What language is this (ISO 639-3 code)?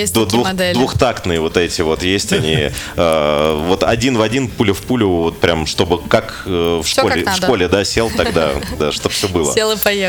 rus